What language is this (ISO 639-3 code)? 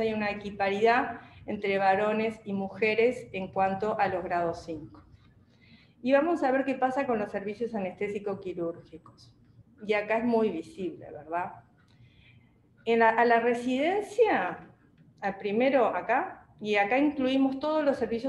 spa